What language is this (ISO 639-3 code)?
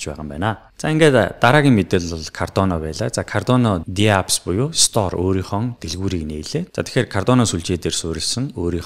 mon